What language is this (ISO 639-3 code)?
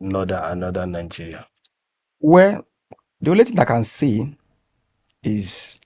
hau